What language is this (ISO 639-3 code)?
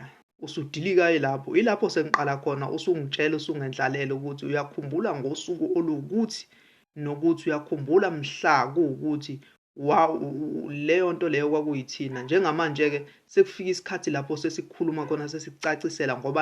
zul